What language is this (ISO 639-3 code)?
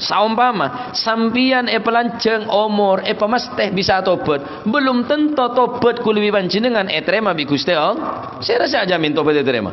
mad